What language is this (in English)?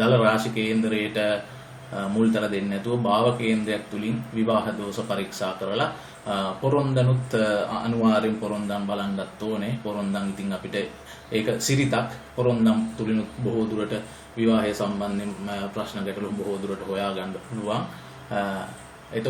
Sinhala